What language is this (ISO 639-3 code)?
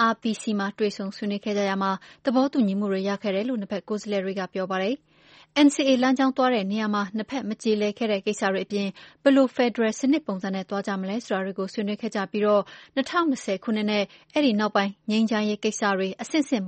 mya